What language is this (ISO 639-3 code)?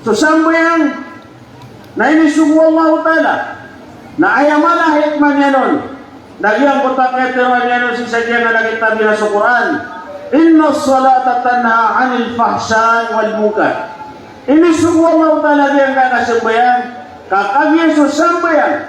mrw